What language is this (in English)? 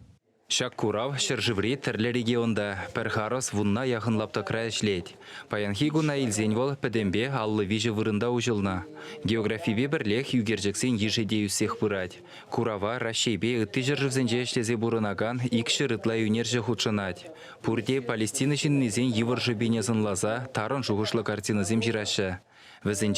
Chuvash